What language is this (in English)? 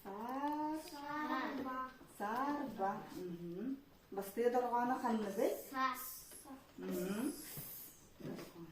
Yakut